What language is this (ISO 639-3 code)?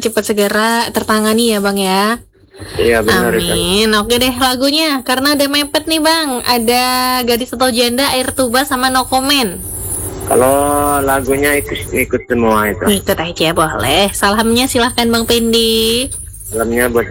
ind